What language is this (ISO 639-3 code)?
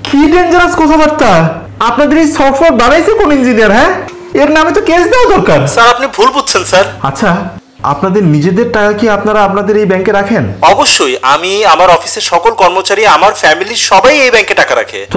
ben